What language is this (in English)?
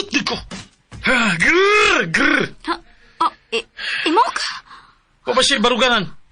Cebuano